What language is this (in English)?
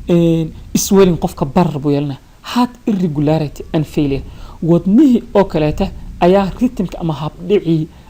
Somali